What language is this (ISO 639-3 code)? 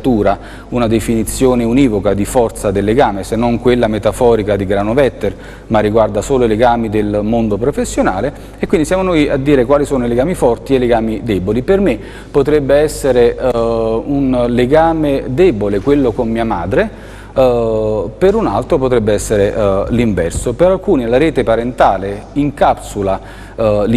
ita